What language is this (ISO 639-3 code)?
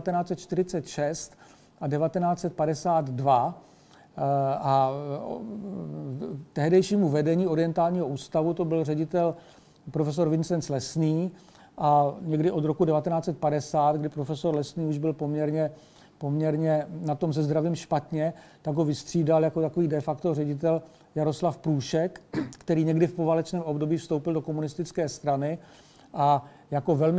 ces